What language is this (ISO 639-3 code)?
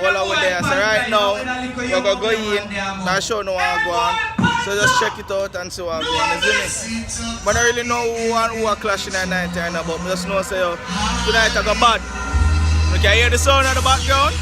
jam